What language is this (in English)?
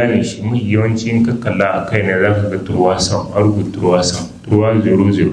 Hausa